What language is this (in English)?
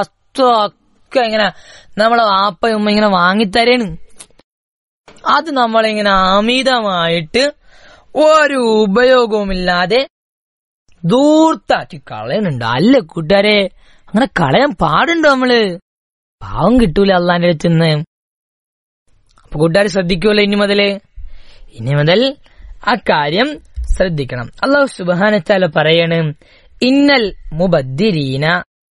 Malayalam